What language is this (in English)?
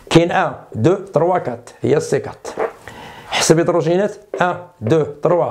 Moroccan Arabic